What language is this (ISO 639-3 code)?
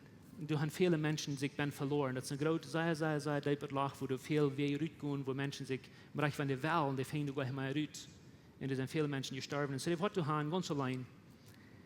pdt